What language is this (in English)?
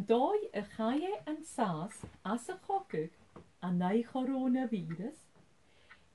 Scottish Gaelic